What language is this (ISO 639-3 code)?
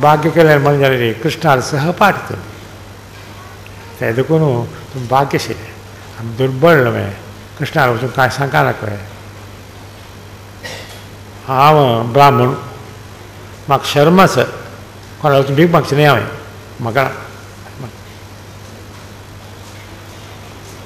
kok